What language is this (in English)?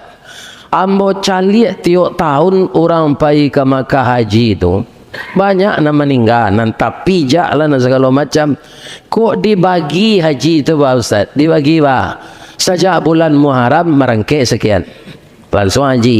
Minangkabau